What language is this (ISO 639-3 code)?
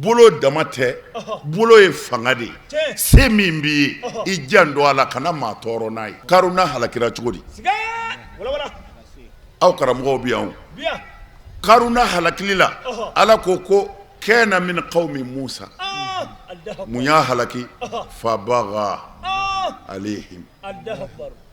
bam